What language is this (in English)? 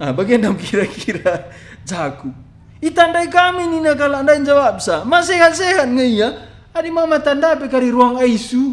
Batak Karo